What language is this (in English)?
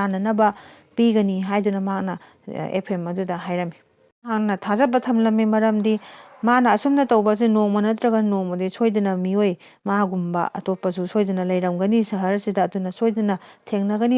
Manipuri